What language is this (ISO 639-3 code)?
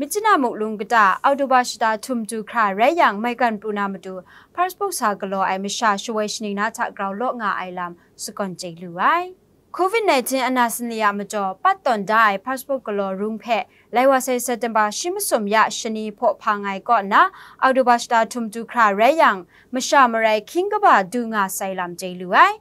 kac